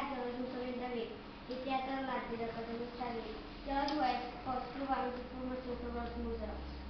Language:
Catalan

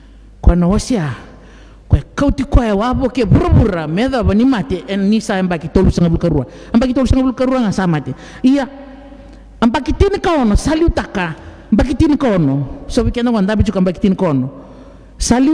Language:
Fijian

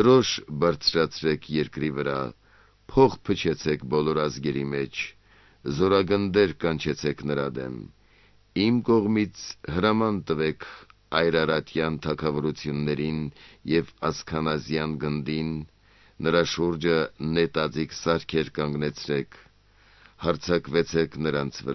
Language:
Armenian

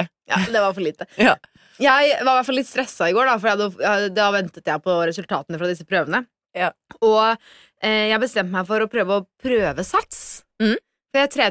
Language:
Norwegian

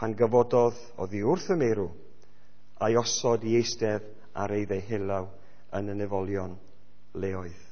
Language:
Welsh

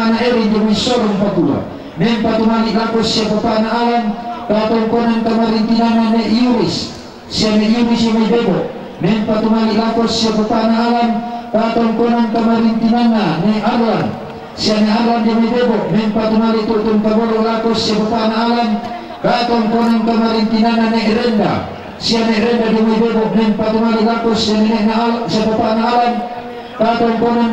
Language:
Toraja-Sa'dan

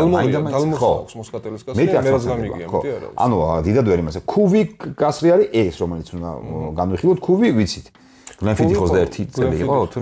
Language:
Georgian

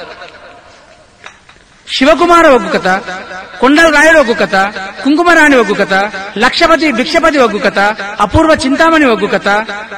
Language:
Telugu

